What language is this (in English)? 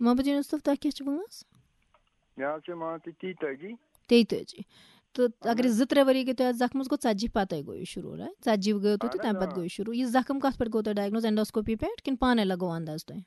Kashmiri